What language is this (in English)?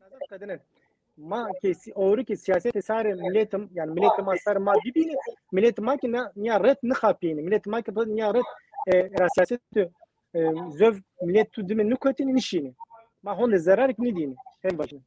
Zaza